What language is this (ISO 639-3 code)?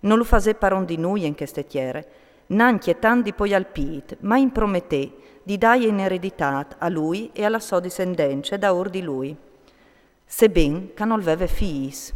fur